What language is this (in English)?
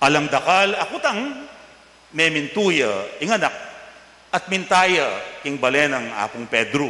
Pampanga